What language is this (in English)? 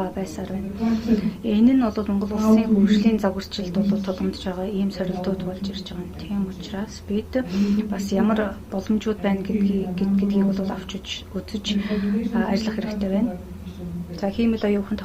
Mongolian